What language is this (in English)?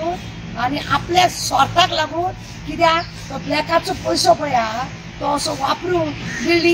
Konkani